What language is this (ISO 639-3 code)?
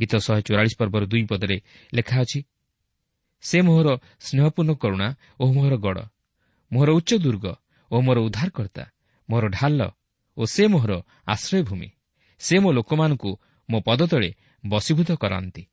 ori